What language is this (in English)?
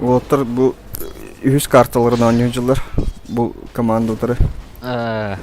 Yakut